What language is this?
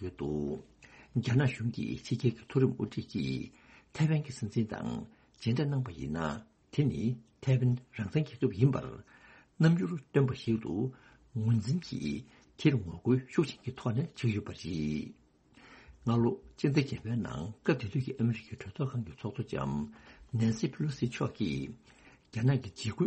Tibetan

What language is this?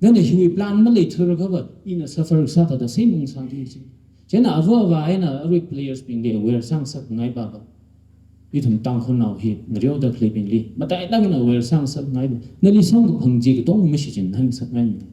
Tangkhul Naga (India)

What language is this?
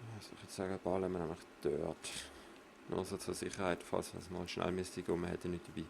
Swiss German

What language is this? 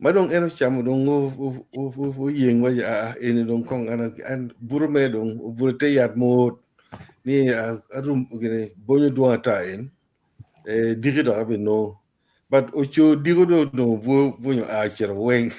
Acoli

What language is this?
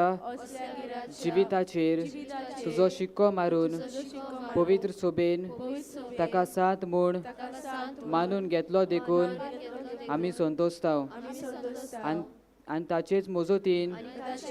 Konkani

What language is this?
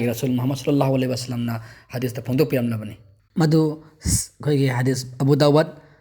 Manipuri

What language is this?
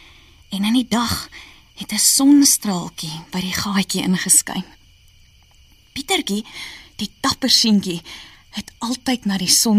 Afrikaans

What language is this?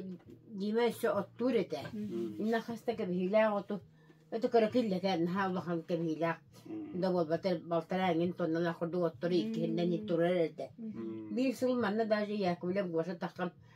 Yakut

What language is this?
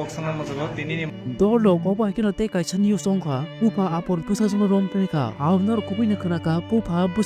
Kok Borok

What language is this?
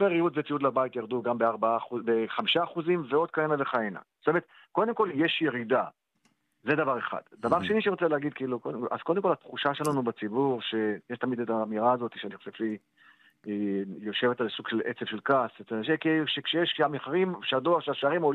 Hebrew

